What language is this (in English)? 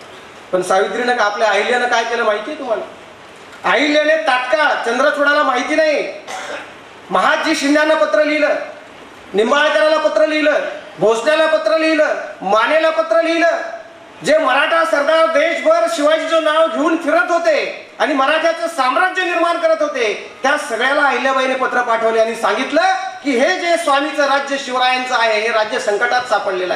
Marathi